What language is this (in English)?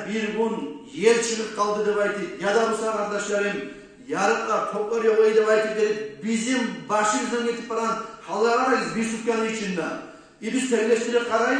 Kumyk